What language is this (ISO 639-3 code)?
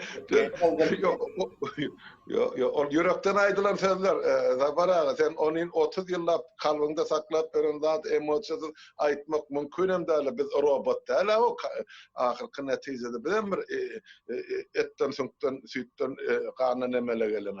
tuk